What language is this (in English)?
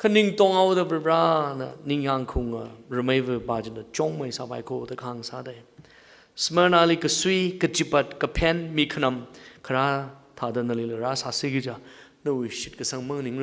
Tangkhul Naga (India)